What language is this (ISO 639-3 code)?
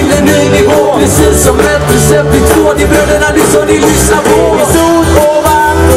swe